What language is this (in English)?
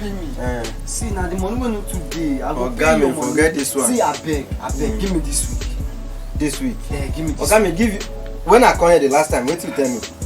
Nigerian Pidgin